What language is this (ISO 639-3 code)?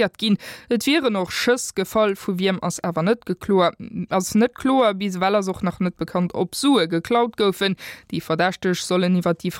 ltz